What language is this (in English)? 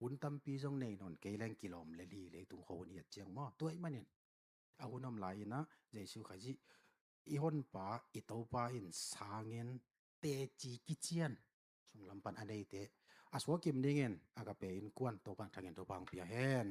Tedim Chin